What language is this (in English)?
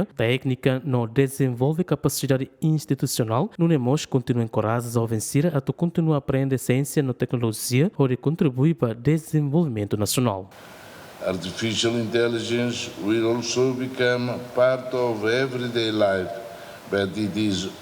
Tetum